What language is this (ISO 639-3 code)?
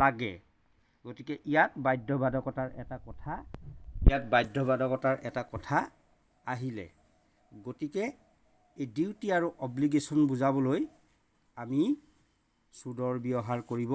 asm